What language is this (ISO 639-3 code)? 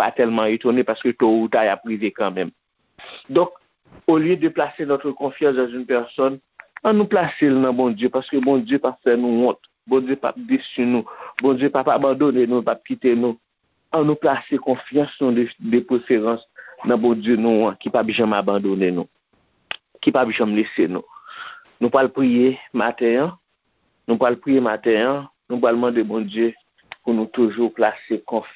hat